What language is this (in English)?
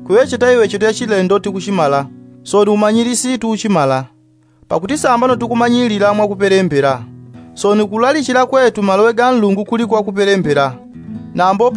Yao